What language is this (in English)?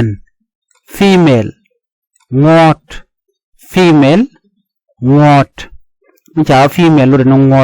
Nuer